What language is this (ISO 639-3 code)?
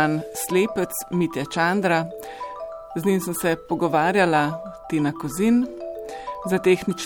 slv